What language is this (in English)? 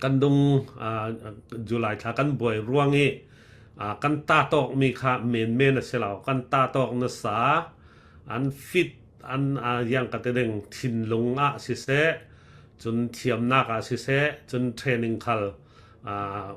Falam Chin